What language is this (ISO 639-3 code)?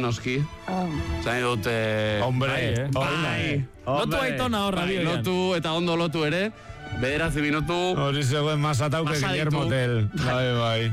eus